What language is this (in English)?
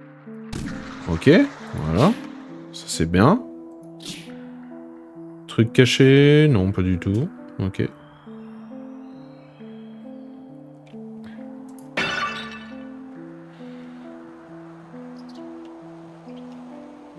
French